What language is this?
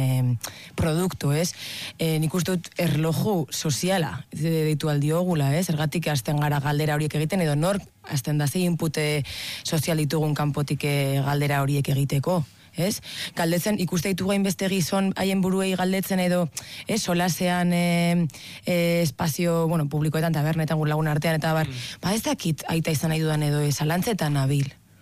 Basque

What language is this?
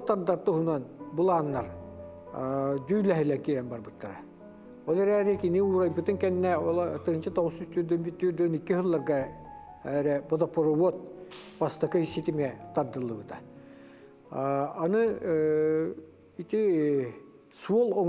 Yakut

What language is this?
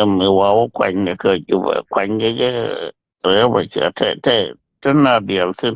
Nuer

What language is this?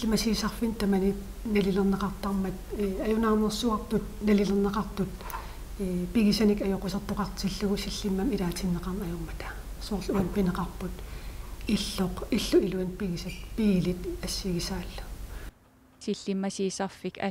Kalaallisut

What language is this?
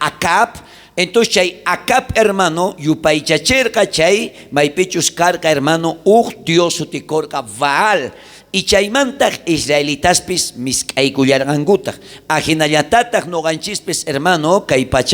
South Bolivian Quechua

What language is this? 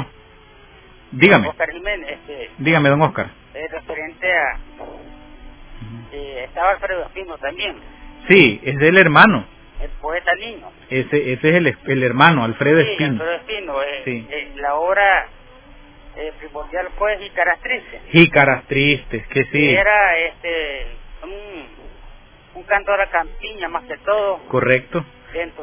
Spanish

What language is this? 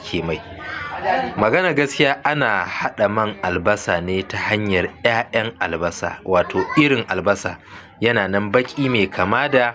Hausa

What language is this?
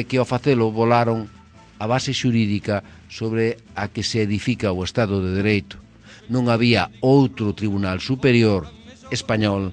Galician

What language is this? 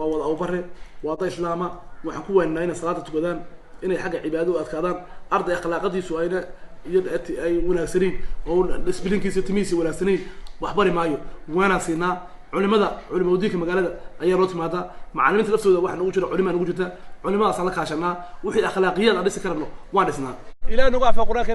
Somali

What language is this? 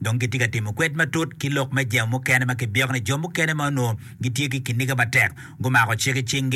Acoli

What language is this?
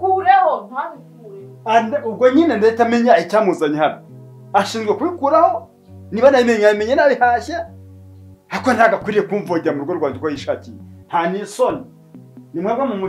Kinyarwanda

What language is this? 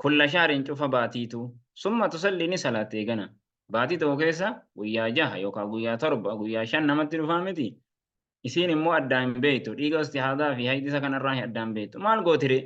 Oromo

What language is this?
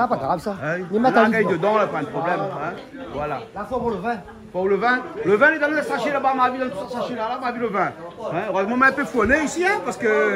Réunion Creole French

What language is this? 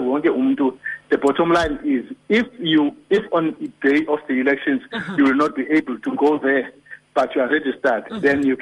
Xhosa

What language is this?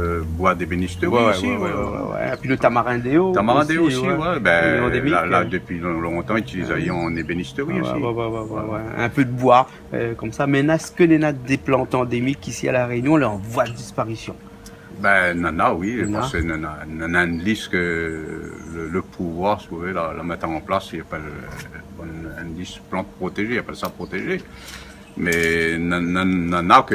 Réunion Creole French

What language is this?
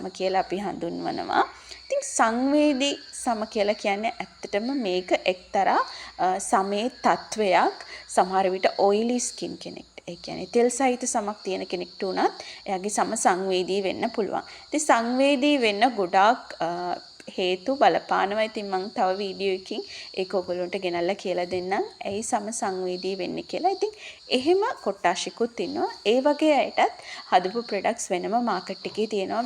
Sinhala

